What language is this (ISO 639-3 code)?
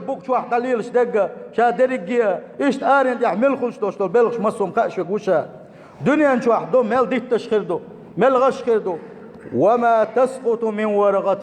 che